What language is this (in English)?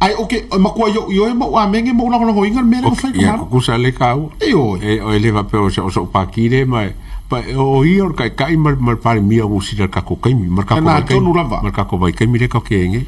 Samoan